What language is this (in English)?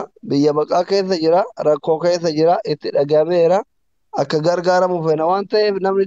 Oromo